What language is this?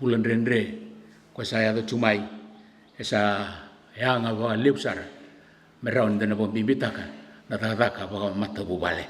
Fijian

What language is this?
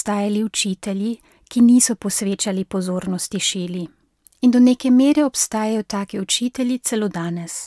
Slovenian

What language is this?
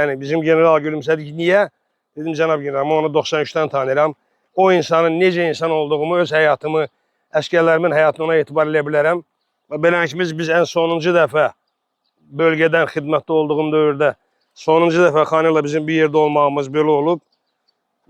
Azerbaijani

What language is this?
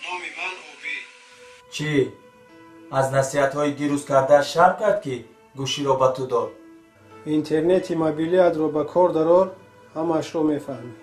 Tajik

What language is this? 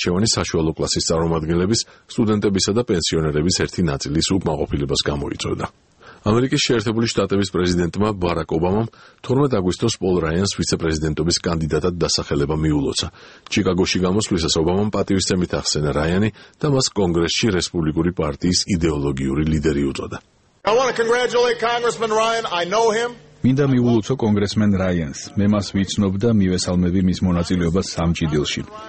Georgian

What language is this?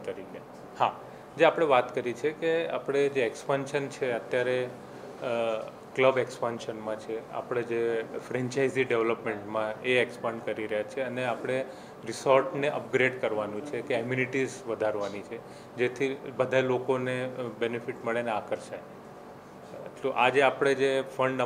Gujarati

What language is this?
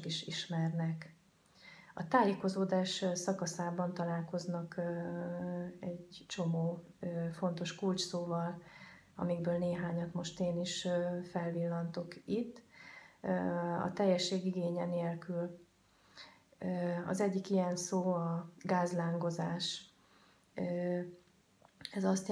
Hungarian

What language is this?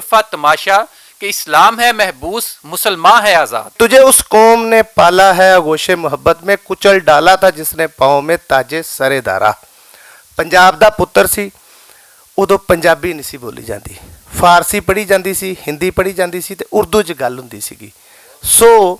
Western Panjabi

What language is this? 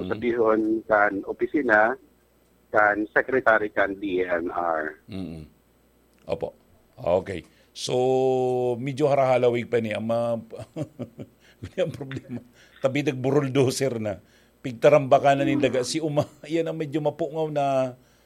Bikol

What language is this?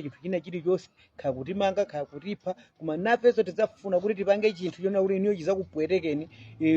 Nyanja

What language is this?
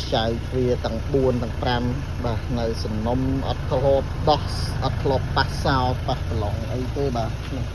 Khmer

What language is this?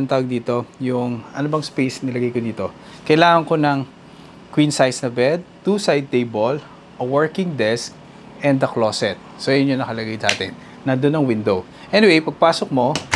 Filipino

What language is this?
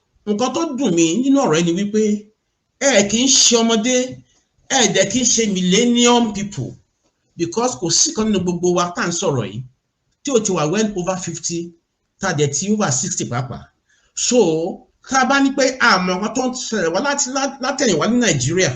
Yoruba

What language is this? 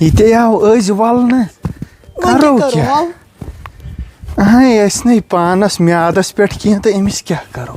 Kashmiri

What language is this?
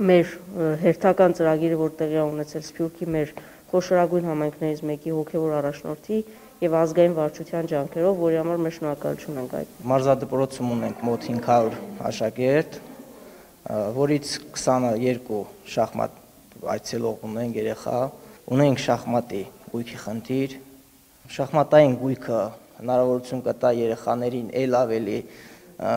Armenian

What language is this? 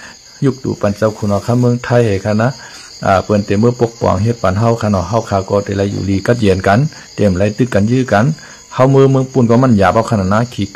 Shan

